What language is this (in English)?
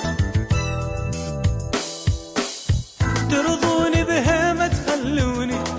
Arabic